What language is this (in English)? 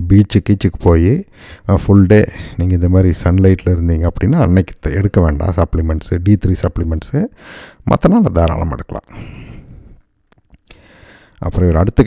Tamil